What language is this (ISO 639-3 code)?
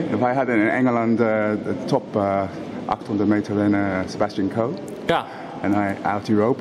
nld